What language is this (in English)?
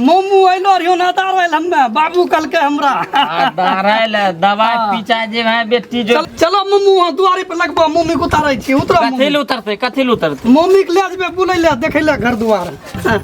Maithili